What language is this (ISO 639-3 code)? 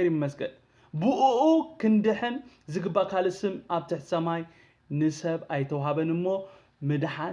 tir